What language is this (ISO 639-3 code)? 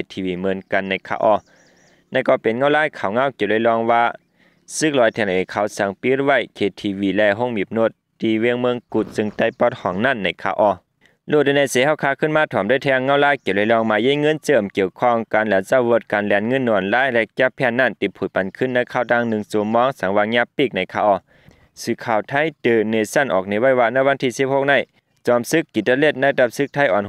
shn